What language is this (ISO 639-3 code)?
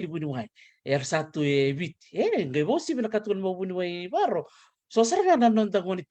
fij